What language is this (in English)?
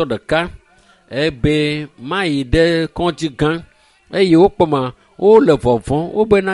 Ewe